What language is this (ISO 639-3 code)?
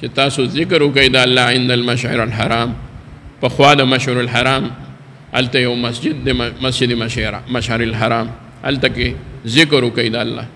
pus